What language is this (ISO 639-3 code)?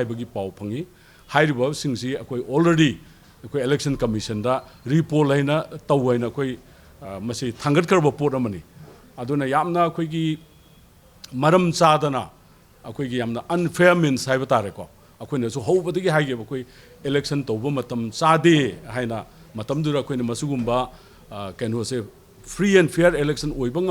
mni